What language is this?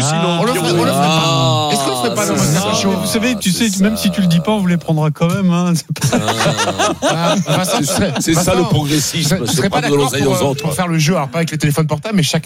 French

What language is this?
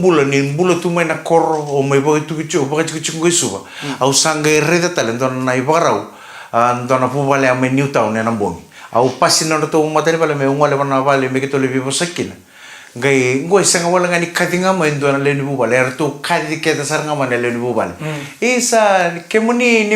Fijian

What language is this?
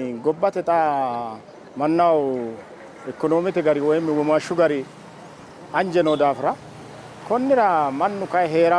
Sidamo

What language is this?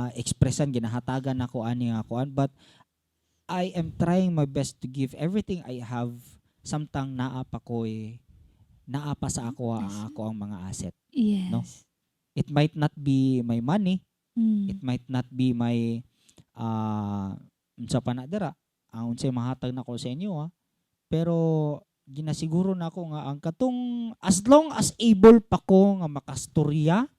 Cebuano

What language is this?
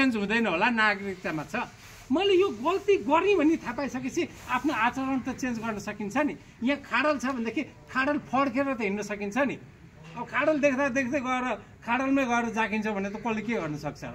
Nepali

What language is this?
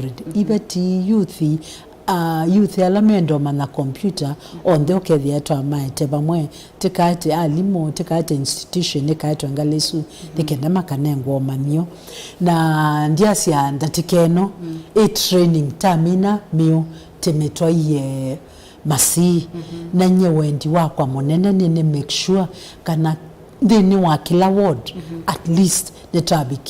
Kamba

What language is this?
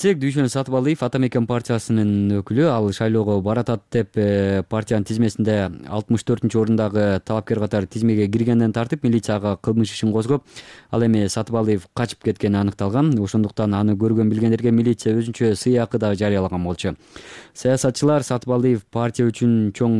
Kyrgyz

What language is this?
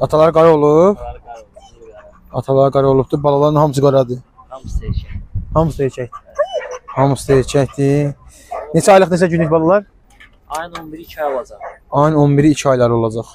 Azerbaijani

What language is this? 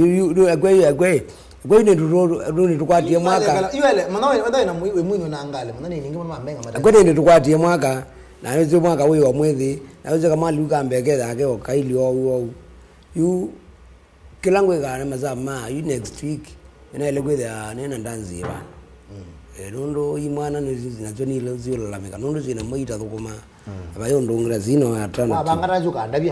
Kamba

